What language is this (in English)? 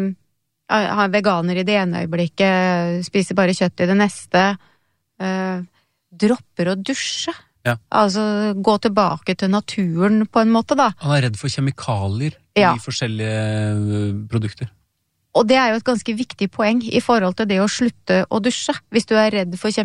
Norwegian